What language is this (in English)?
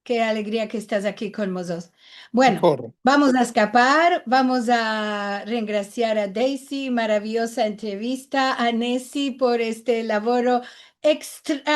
Ladino